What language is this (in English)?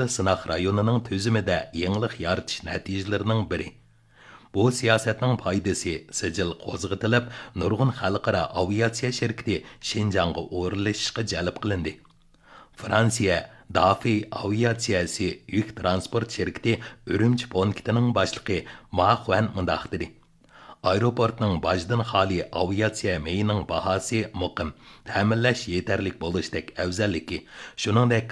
Uyghur